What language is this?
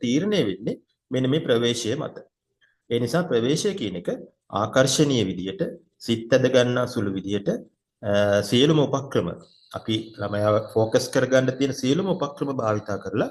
Sinhala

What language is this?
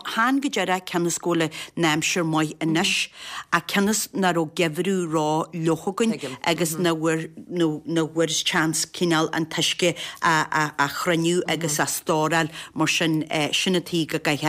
Irish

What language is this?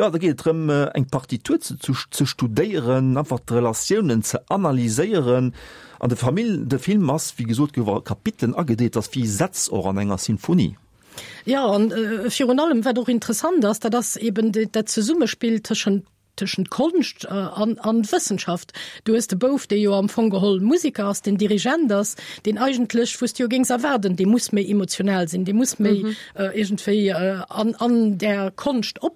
Luxembourgish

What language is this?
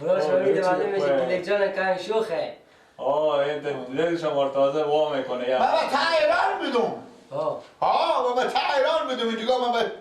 Persian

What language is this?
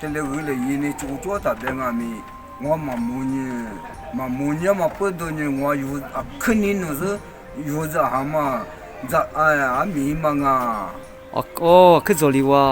Lisu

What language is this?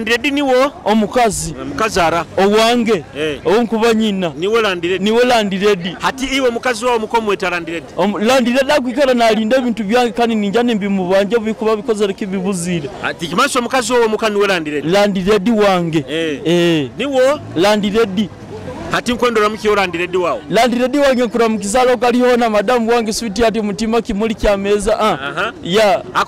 Nyoro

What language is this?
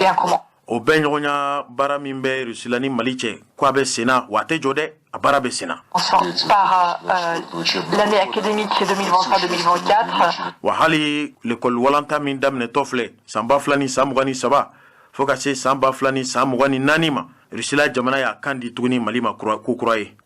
Bambara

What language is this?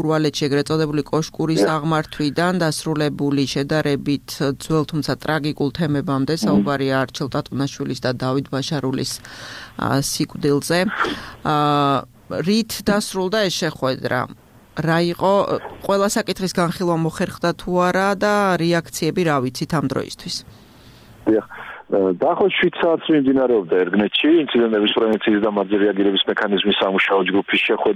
Georgian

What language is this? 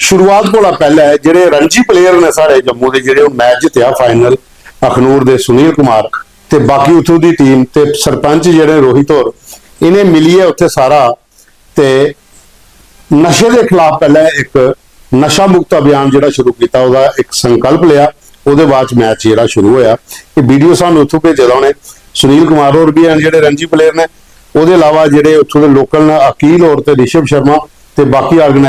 Dogri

